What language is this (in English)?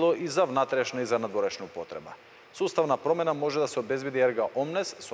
Macedonian